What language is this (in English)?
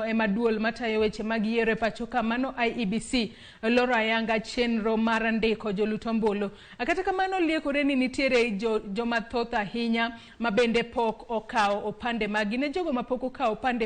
Luo (Kenya and Tanzania)